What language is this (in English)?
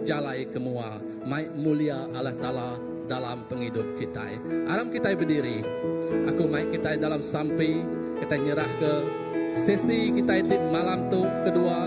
Iban